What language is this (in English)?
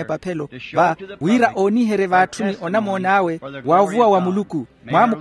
Makhuwa